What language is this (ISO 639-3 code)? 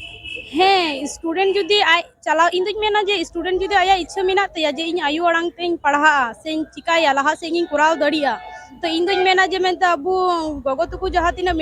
sat